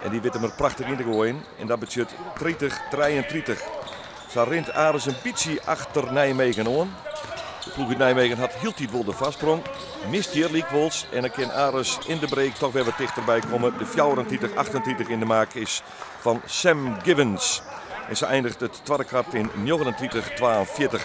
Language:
Western Frisian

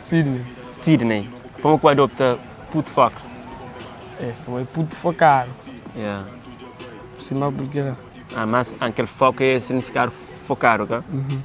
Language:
Kabuverdianu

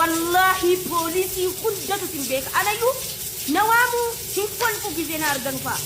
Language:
Oromo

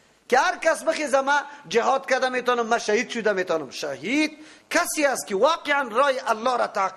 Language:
Persian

